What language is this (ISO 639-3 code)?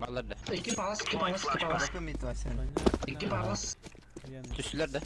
sah